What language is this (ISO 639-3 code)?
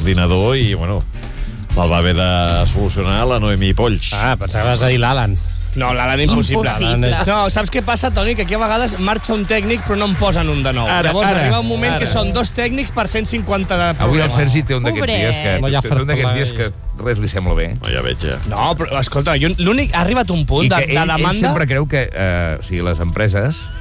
cat